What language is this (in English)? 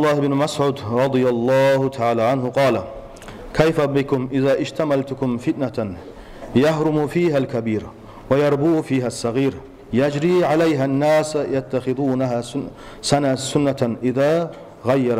Kumyk